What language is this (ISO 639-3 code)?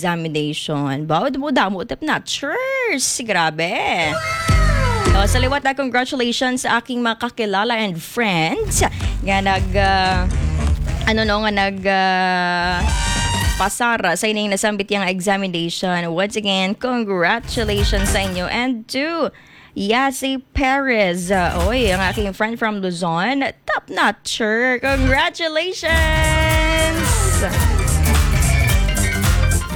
hil